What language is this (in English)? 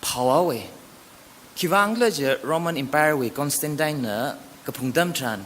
Tangkhul Naga (India)